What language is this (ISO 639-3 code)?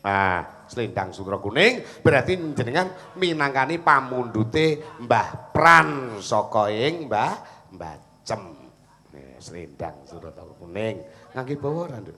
jav